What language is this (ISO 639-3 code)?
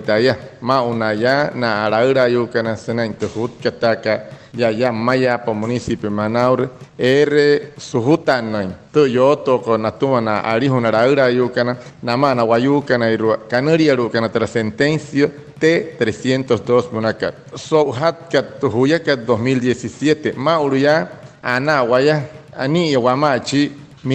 guc